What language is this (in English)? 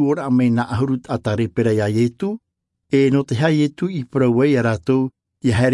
Tahitian